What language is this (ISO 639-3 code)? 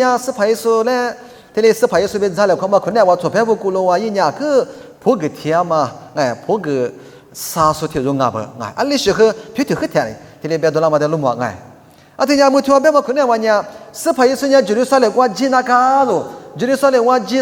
lis